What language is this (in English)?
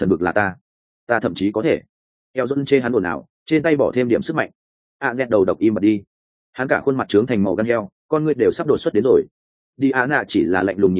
Vietnamese